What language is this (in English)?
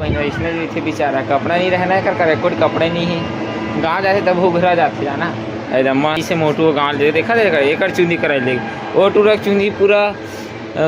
Chhattisgarhi